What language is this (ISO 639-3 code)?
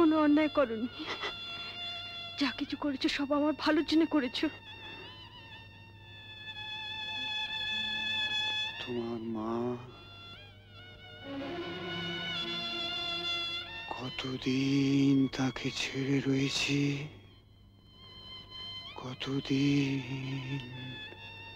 ben